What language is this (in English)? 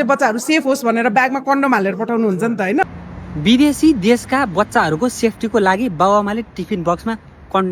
Nepali